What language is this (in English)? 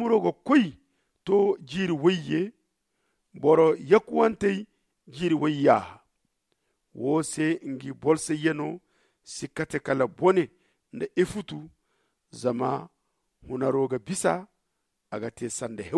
Zarma